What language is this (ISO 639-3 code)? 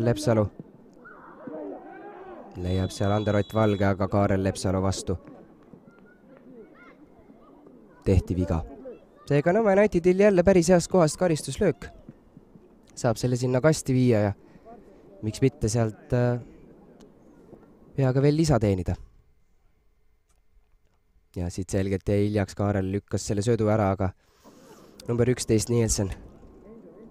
est